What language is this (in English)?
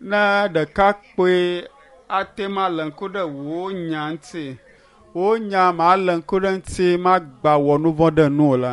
Ewe